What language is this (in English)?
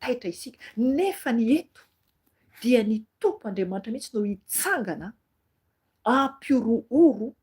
Malagasy